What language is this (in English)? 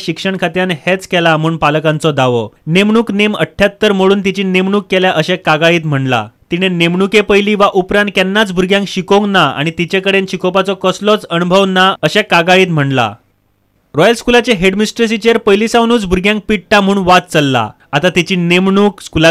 Konkani